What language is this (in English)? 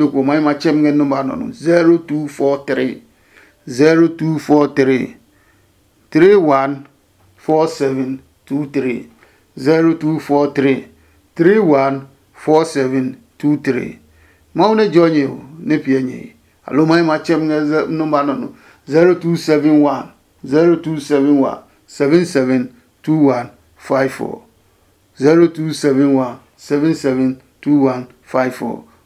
Adangme